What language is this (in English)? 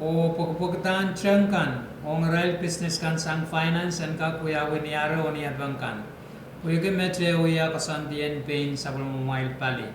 Pohnpeian